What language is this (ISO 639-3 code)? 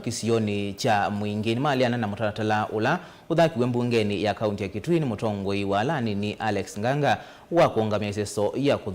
kam